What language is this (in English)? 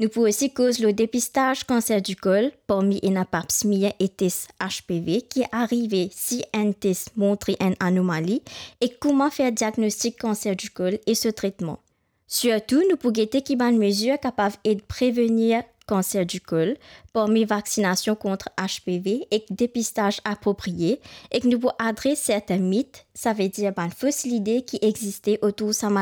Morisyen